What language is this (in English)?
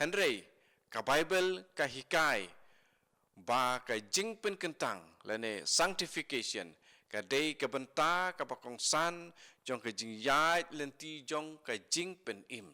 Khasi